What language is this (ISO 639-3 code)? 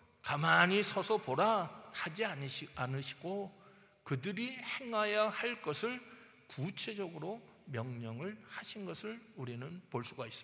kor